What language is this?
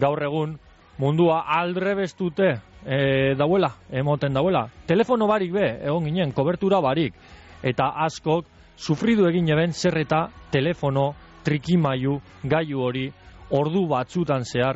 Basque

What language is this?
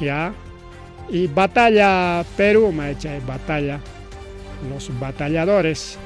Ayacucho Quechua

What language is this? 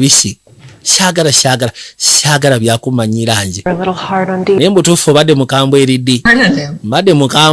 Ganda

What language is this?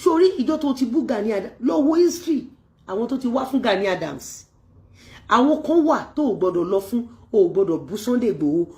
Yoruba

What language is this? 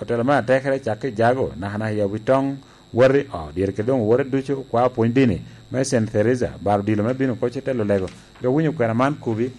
Lango (Uganda)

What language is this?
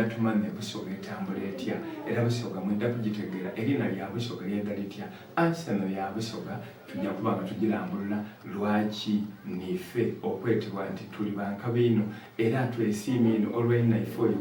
Soga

